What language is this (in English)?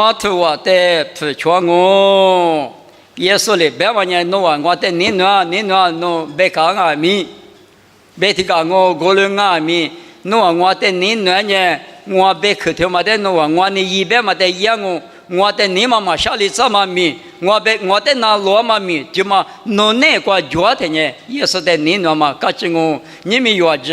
Lisu